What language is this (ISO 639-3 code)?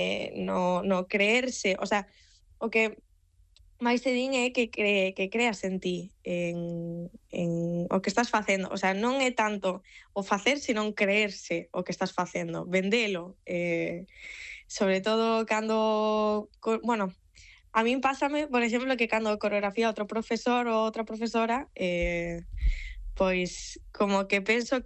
glg